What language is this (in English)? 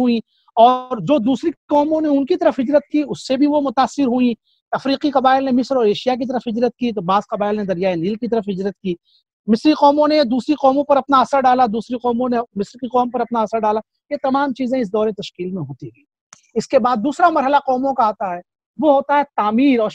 Urdu